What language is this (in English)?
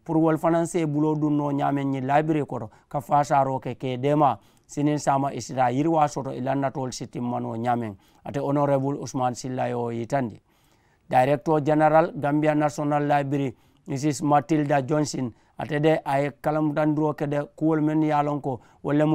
Mandingo